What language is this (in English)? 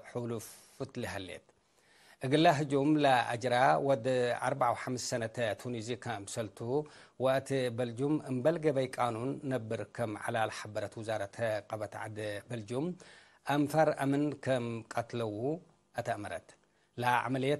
Tigre